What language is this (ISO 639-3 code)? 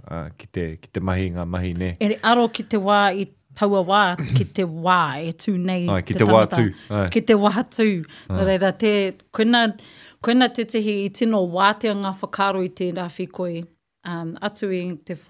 mri